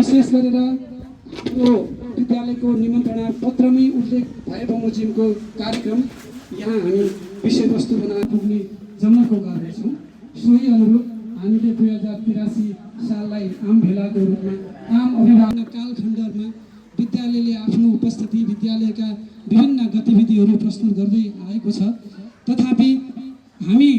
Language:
Nepali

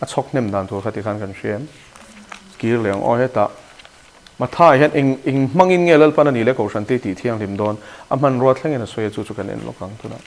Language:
Mizo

